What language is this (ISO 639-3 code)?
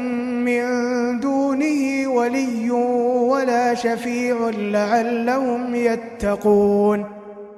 ara